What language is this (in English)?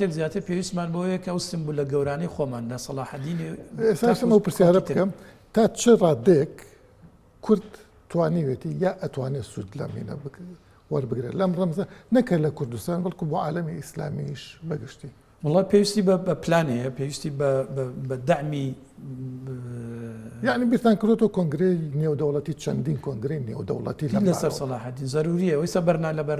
Central Kurdish